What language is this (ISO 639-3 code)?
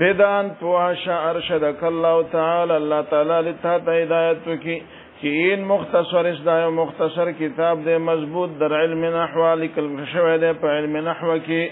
pus